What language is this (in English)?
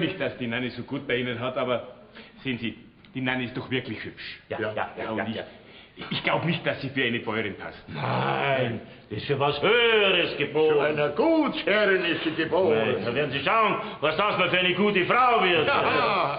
Bavarian